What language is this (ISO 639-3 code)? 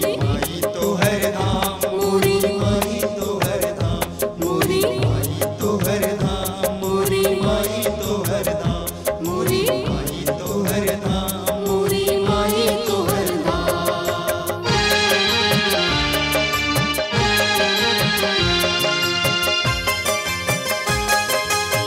bho